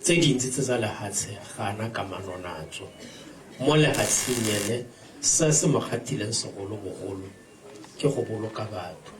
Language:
Tswana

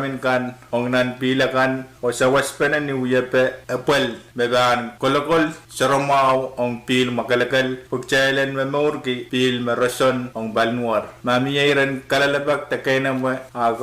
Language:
Pohnpeian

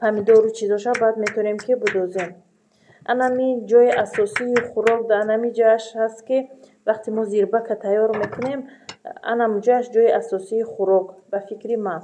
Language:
Tajik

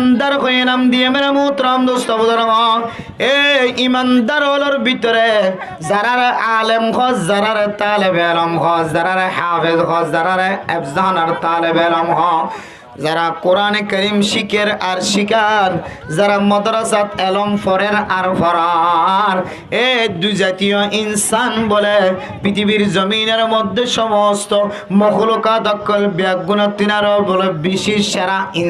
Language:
Rohingya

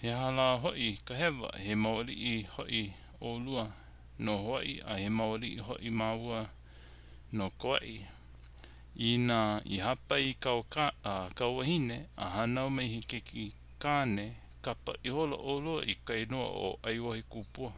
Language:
Hawaiian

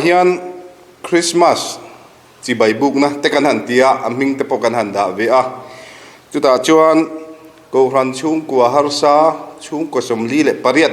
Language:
Mizo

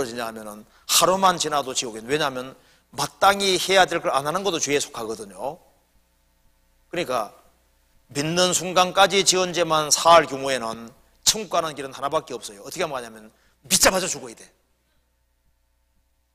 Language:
Korean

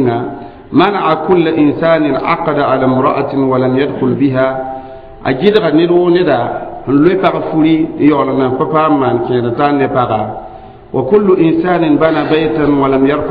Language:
Mossi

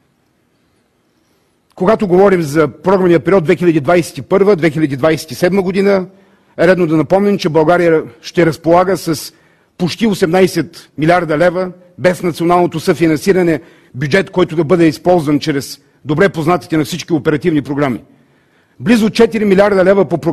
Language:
Bulgarian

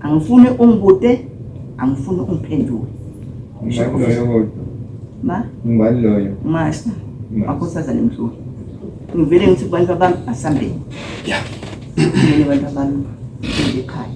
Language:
Zulu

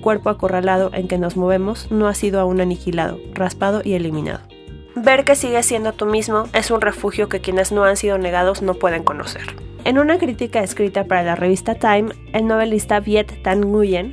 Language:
Spanish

